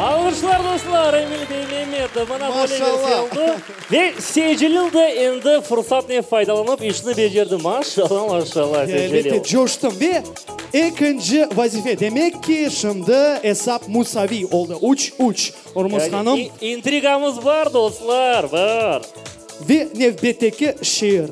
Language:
Crimean Tatar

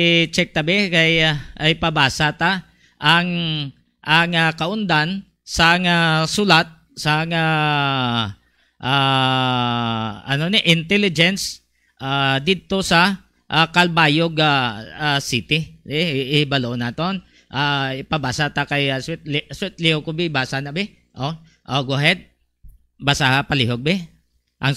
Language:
Hiligaynon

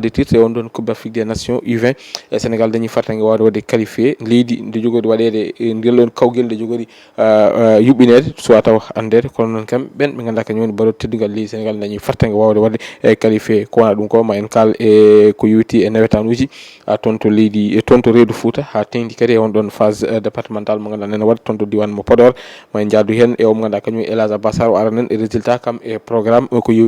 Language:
Fula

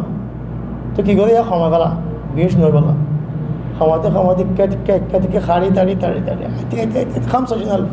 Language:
Rohingya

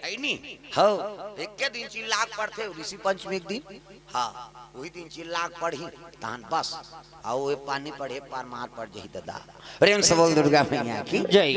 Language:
Chhattisgarhi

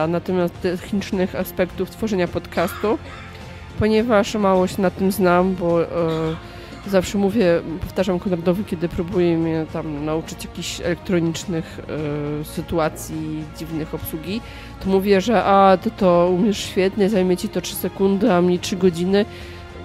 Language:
Polish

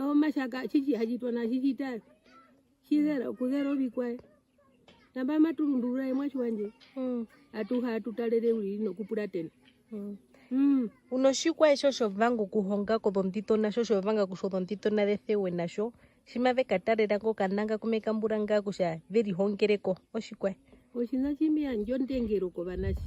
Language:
Herero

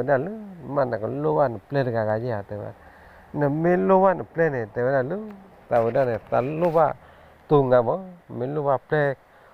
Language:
S'gaw Karen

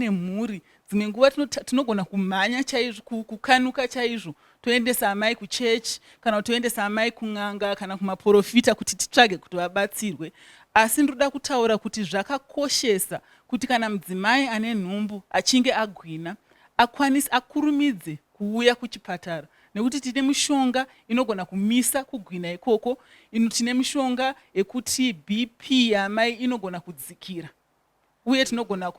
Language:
Shona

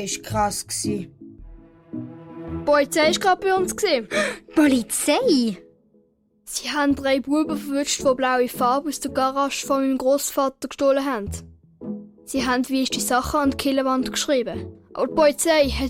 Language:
Swiss German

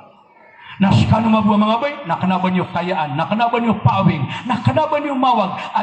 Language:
Maranao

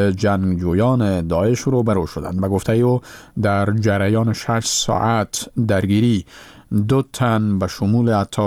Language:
Persian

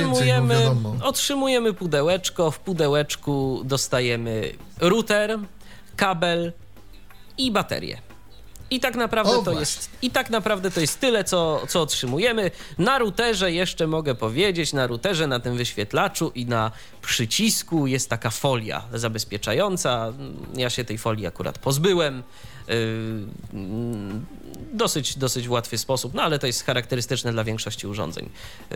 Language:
Polish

